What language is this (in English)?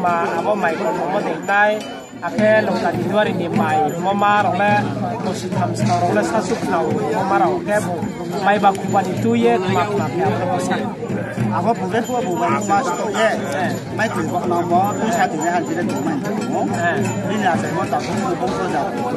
Riang (India)